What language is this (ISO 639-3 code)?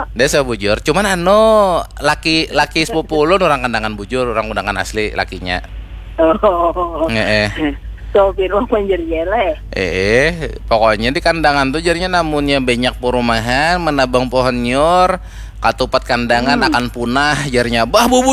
bjn